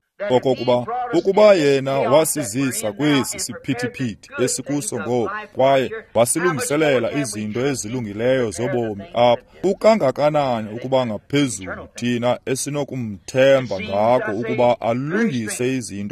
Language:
Xhosa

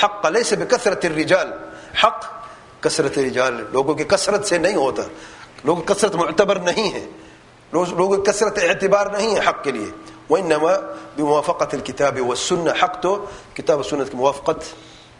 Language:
Urdu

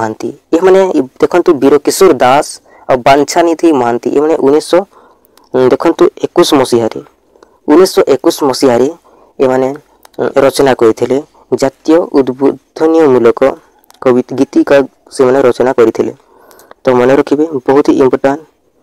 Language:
Odia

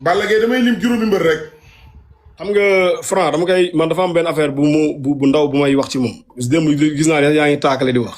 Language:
Wolof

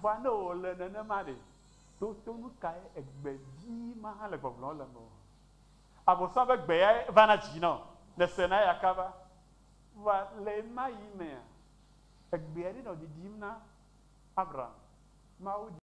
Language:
Ewe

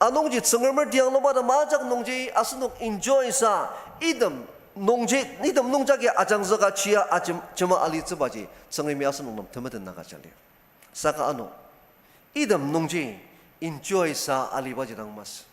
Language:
Ao Naga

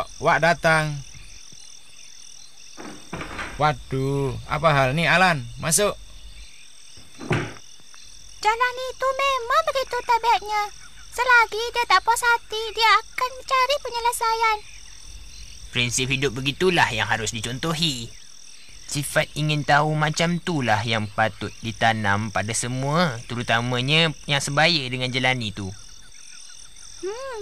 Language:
Malay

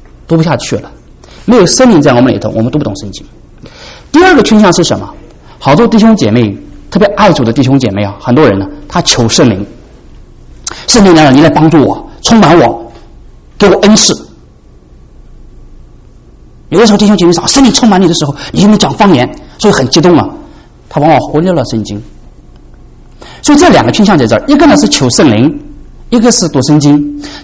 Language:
Chinese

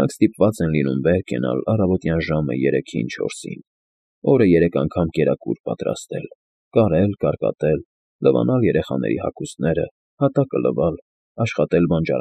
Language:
Armenian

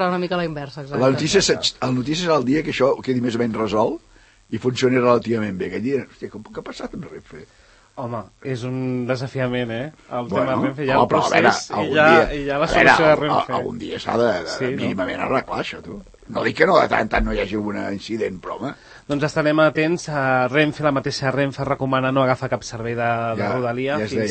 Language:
Catalan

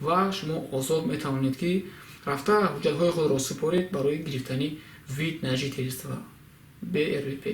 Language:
Tajik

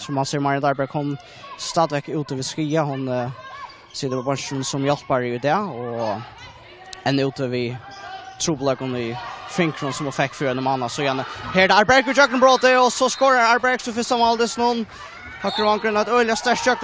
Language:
Faroese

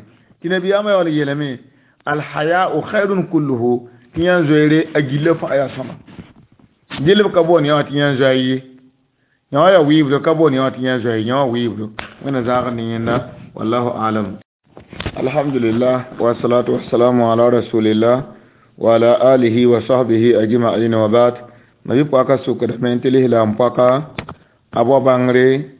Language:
Mossi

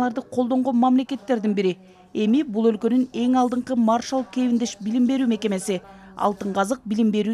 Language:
Kyrgyz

